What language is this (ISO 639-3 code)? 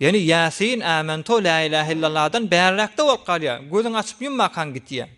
tuk